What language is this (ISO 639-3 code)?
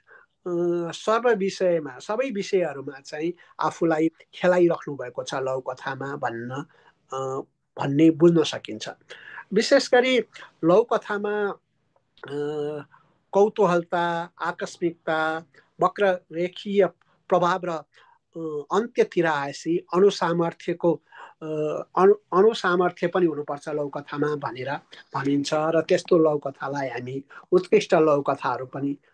nep